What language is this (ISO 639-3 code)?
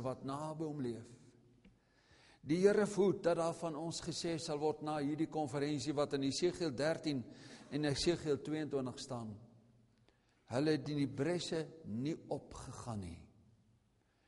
afr